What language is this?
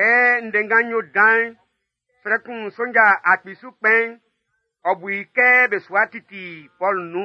Baoulé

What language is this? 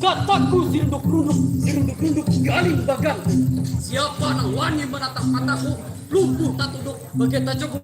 Banjar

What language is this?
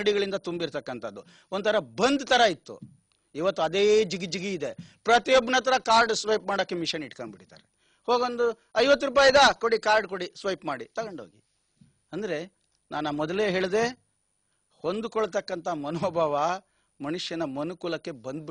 Kannada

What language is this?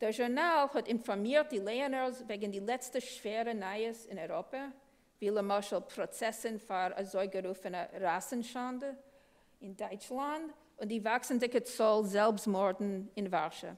Yiddish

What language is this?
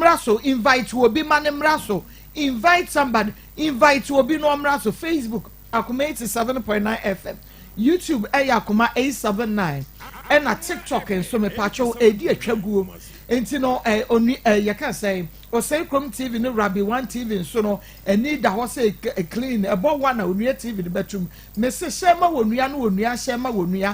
Akan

